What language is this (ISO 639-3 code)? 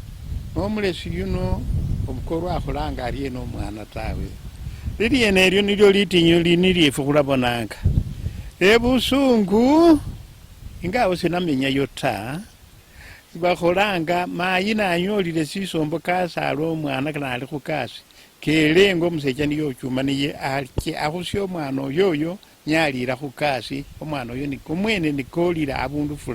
luy